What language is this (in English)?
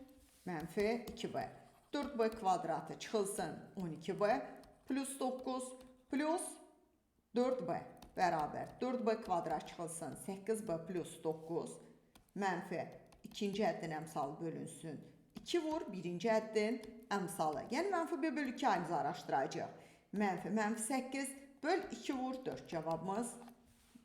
Azerbaijani